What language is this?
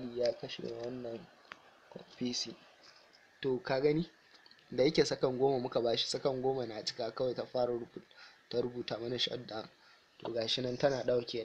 Hausa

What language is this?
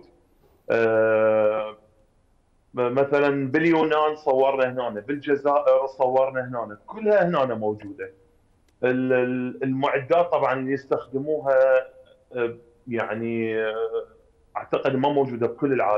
Mesopotamian Arabic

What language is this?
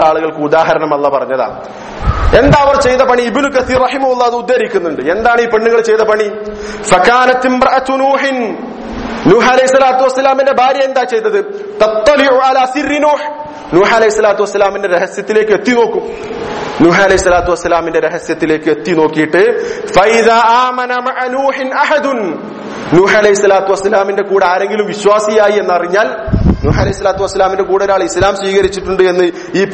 Malayalam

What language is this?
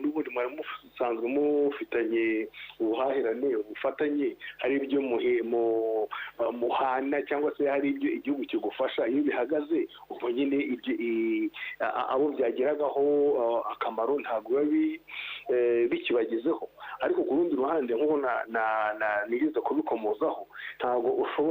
Kinyarwanda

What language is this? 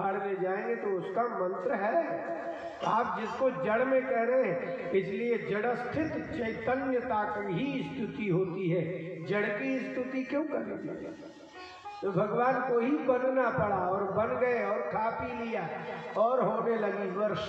Hindi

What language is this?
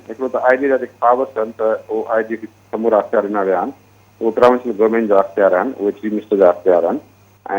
Sindhi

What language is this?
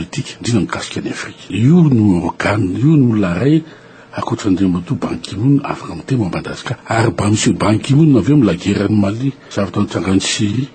Malagasy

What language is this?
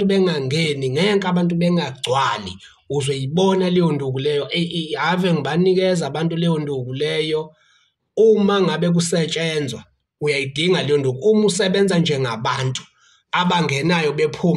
Zulu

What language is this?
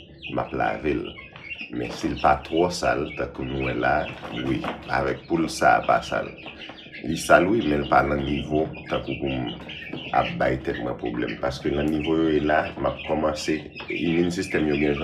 Haitian Creole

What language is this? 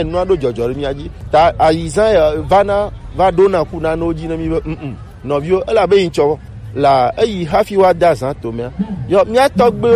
Gen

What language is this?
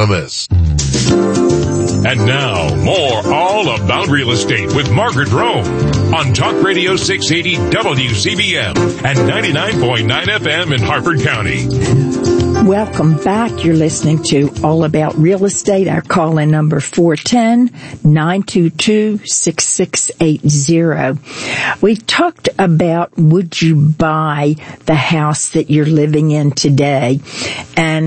English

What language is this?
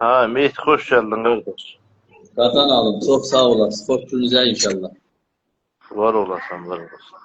South Azerbaijani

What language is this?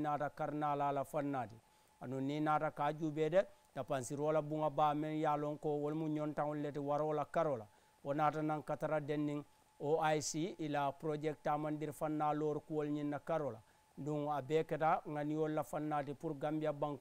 Mandingo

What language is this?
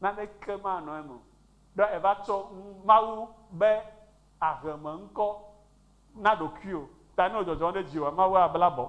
Ewe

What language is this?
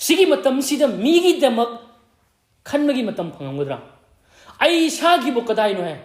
Manipuri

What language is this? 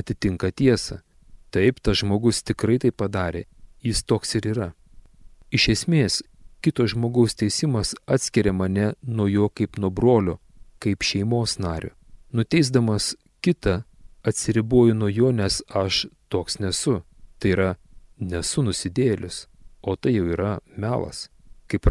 Lithuanian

